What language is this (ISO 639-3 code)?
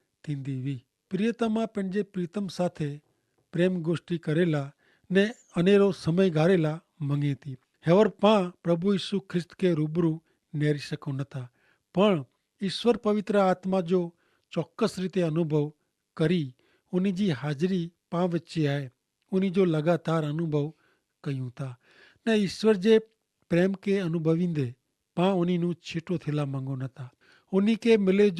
kfr